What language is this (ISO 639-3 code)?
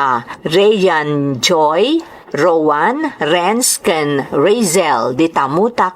ilo